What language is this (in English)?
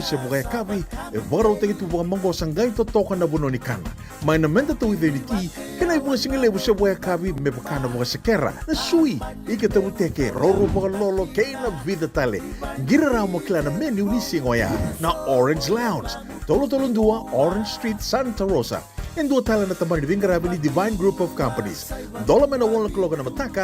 Fijian